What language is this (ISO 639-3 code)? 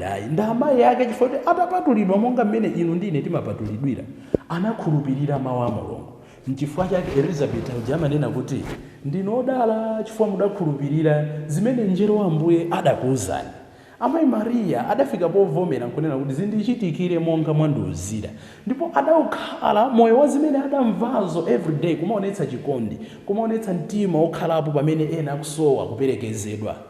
nya